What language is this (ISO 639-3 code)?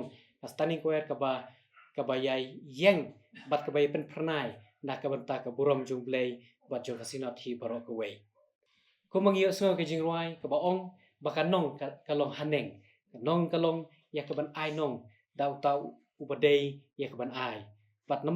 kha